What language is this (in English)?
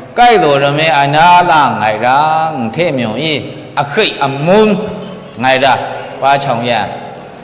Maru